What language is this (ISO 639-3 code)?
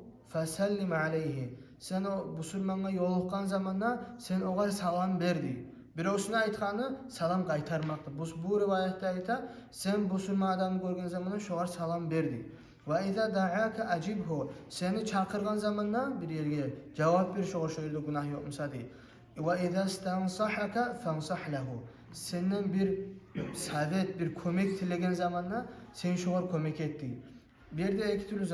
kum